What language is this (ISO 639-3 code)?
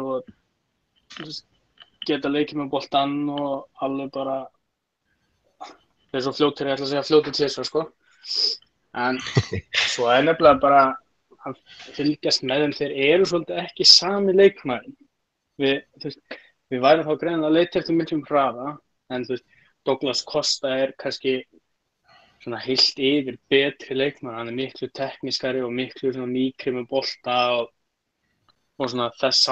isl